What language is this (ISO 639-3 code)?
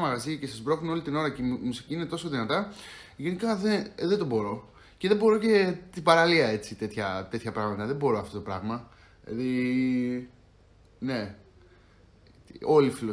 ell